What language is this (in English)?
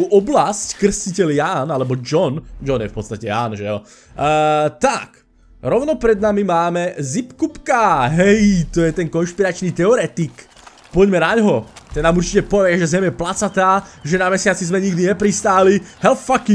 Slovak